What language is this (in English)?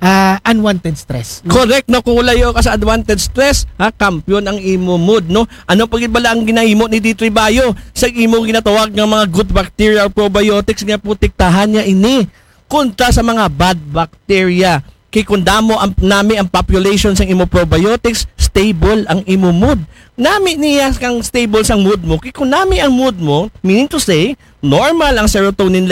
Aklanon